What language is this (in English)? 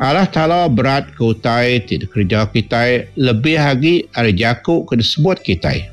Iban